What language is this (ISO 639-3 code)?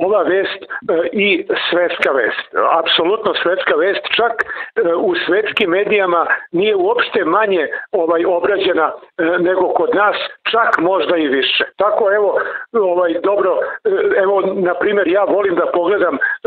srp